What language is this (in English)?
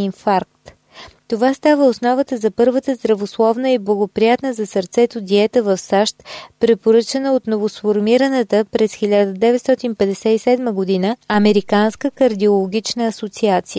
Bulgarian